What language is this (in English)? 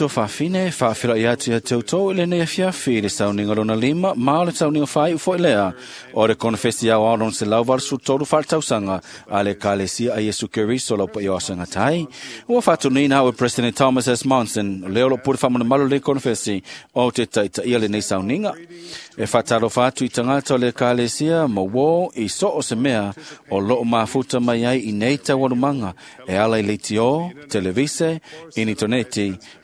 Samoan